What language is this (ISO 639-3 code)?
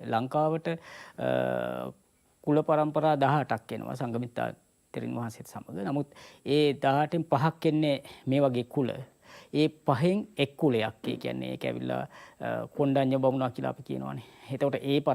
sin